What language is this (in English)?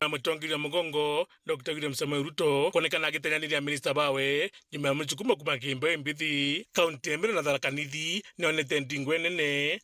Meru